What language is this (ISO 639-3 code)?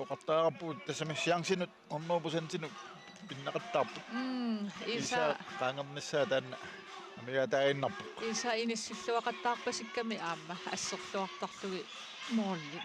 kal